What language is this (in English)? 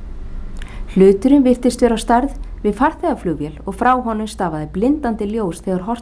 Icelandic